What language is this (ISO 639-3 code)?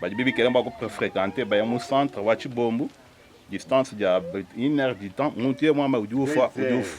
lua